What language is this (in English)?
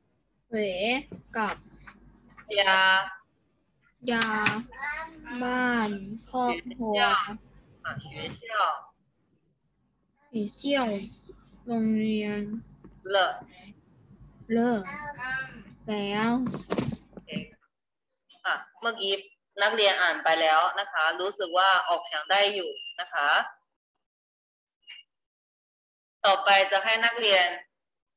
Thai